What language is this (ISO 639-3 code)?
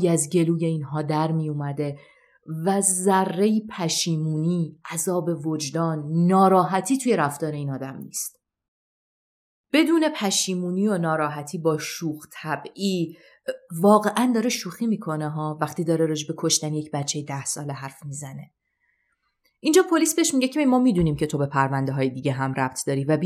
fas